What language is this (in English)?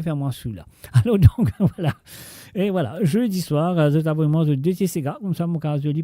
Morisyen